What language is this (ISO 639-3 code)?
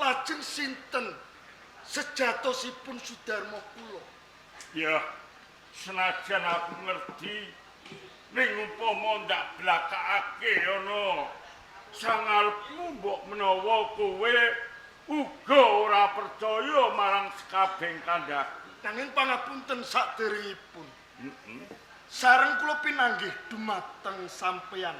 jav